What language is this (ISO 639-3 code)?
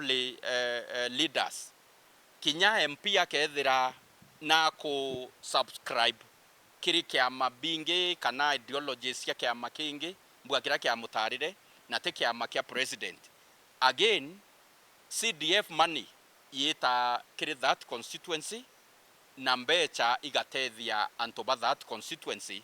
mer